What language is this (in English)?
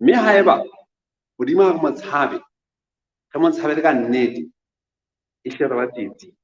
Southern Sotho